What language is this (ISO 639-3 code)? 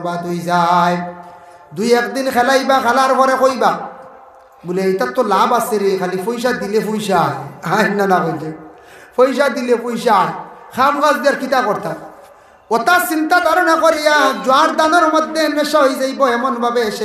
syl